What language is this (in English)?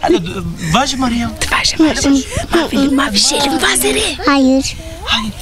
Zaza